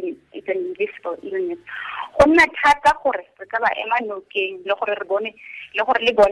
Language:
Tswana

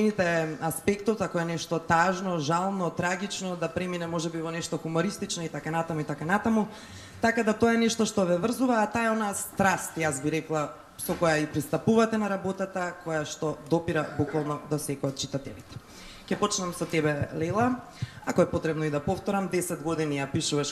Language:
Macedonian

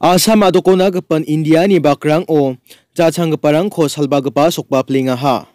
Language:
Garo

